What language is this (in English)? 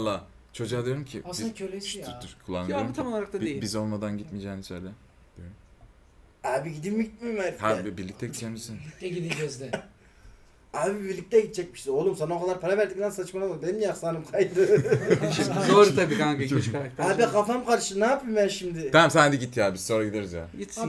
Turkish